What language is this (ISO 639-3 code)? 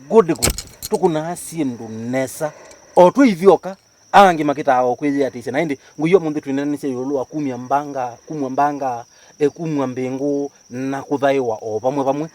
kam